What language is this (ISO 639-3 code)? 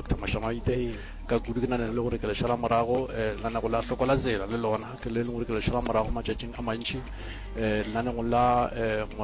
nso